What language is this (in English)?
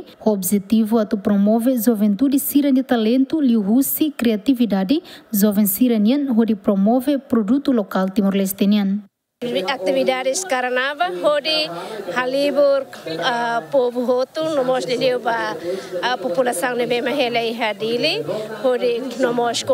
Tetum